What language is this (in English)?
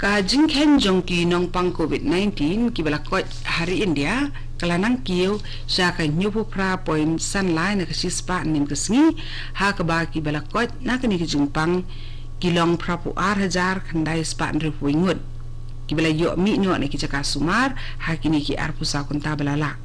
Khasi